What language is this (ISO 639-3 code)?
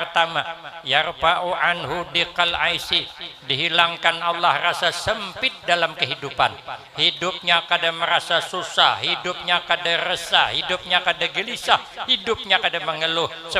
bjn